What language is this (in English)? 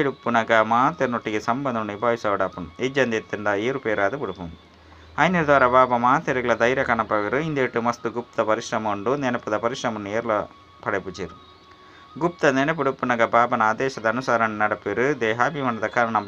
Tulu